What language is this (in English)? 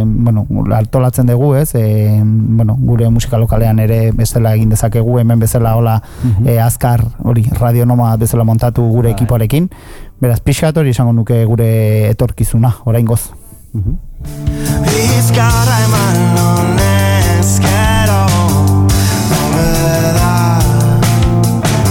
Basque